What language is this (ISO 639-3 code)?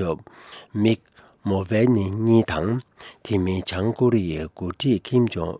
bod